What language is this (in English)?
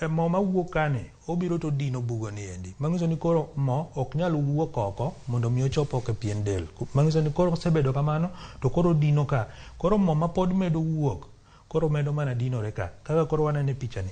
Luo (Kenya and Tanzania)